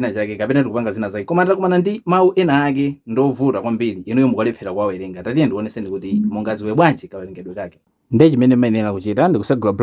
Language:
Nyanja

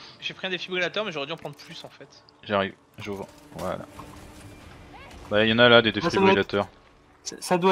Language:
French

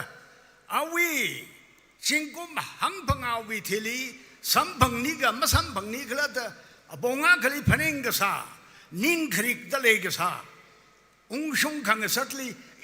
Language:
Tangkhul Naga (India)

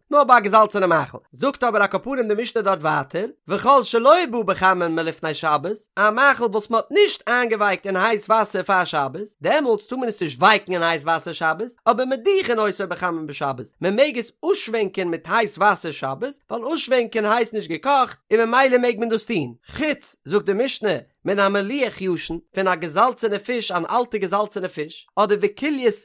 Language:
Yiddish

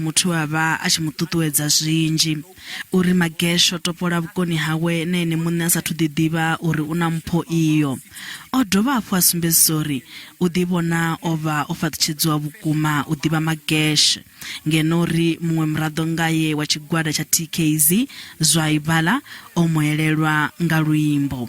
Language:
Venda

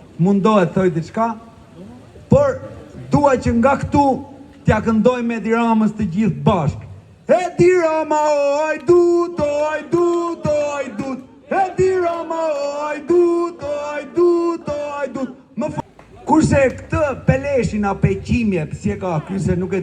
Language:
Albanian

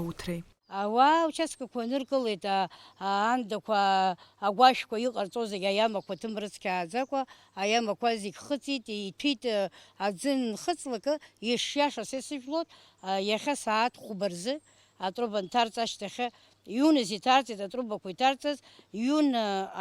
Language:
Abkhazian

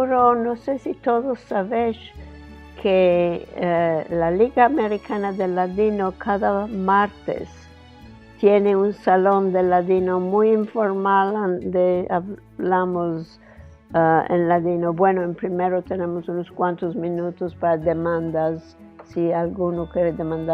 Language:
Ladino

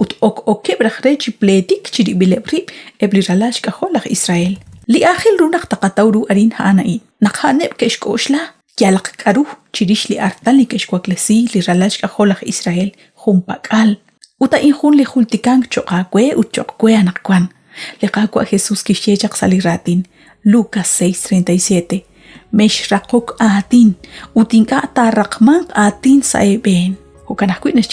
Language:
Kekchí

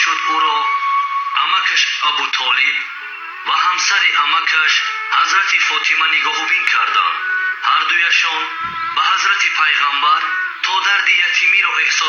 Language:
Tajik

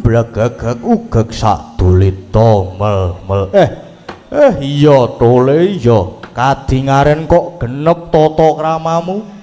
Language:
Javanese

